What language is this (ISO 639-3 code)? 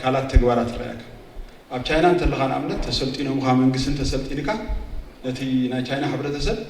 tir